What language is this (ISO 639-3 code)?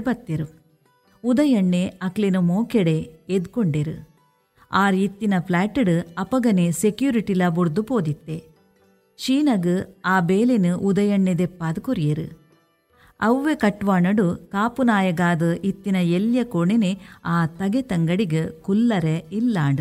tcy